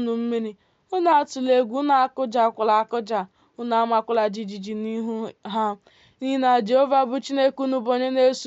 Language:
Igbo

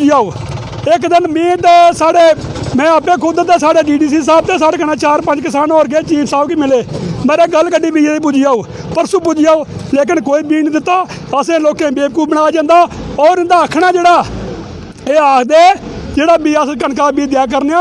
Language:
Dogri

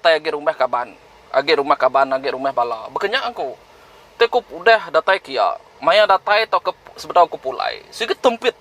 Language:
Iban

